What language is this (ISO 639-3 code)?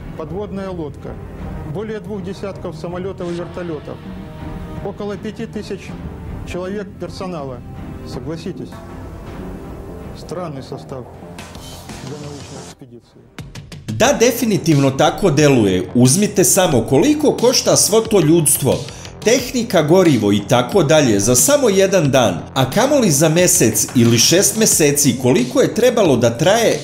srp